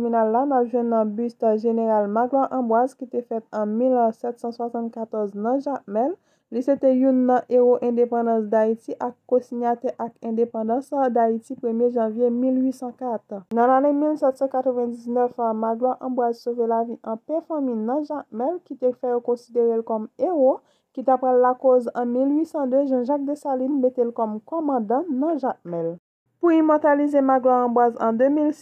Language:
Haitian Creole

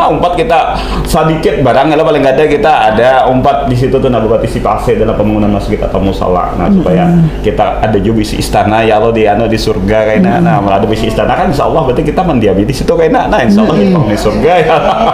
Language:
Banjar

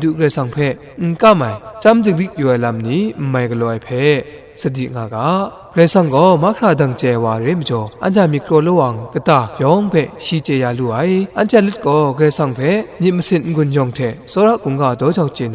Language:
Kachin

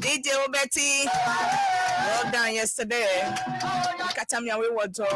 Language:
Ewe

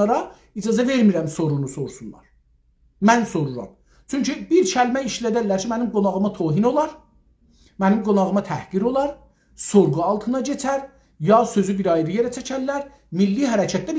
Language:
South Azerbaijani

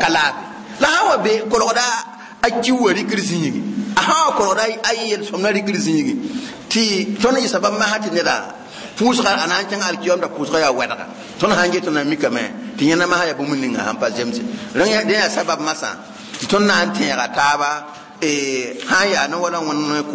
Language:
Mossi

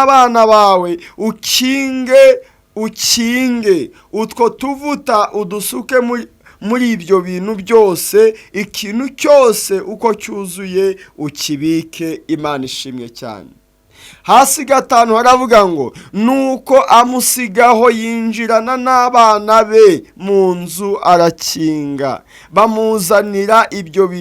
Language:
Kinyarwanda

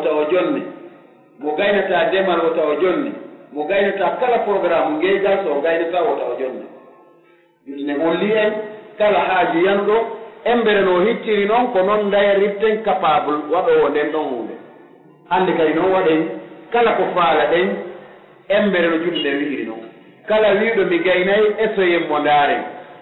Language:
Pular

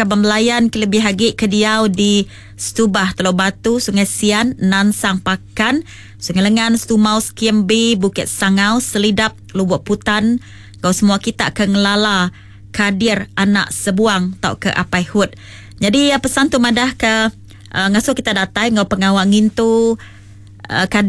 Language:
Iban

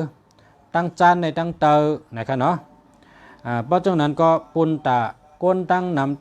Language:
Shan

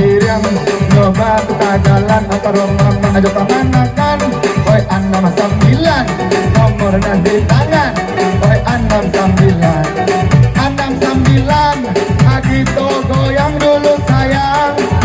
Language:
Minangkabau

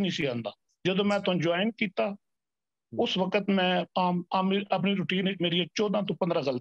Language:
Punjabi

